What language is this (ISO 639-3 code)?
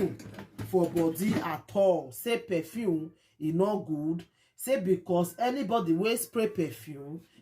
pcm